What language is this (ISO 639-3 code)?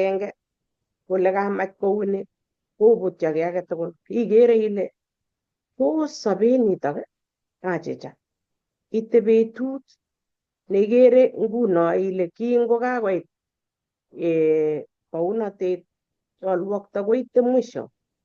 kln